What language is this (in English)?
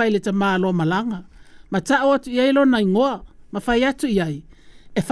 Samoan